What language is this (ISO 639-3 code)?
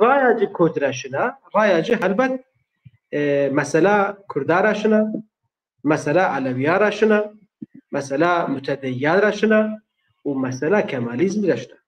zza